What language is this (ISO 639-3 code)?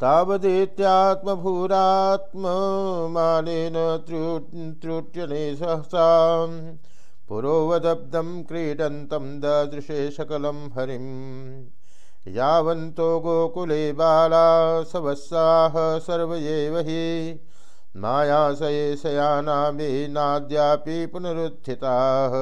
san